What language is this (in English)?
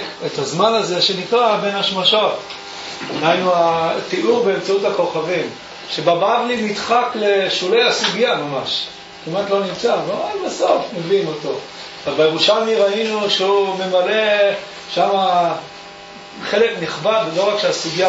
Hebrew